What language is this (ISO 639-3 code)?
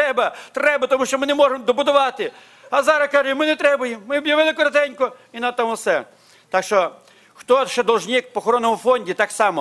ukr